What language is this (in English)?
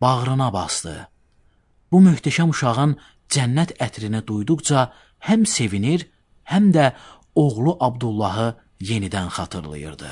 Azerbaijani